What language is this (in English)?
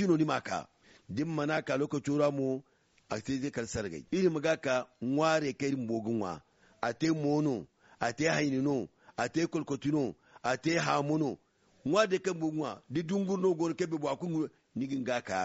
Zarma